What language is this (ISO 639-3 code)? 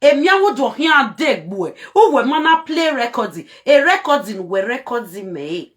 pcm